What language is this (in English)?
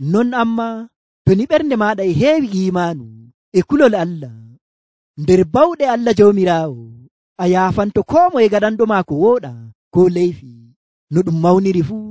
Nigerian Fulfulde